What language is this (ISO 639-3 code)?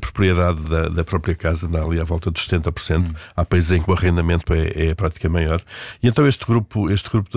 por